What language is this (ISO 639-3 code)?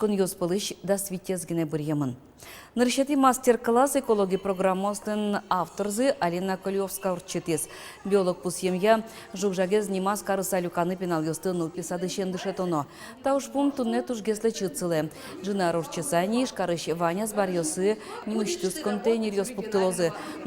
udm